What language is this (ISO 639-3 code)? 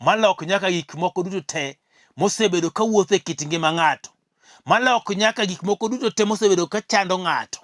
luo